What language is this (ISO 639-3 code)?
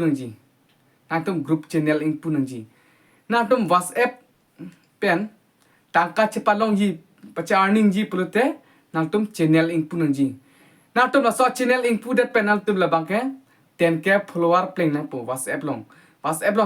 mjw